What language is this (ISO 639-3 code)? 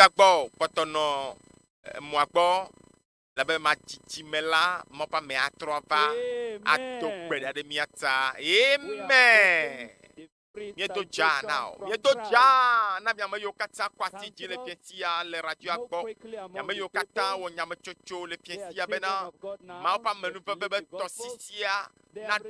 ewe